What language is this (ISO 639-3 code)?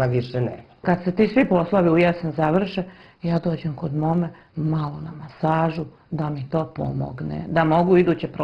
hrv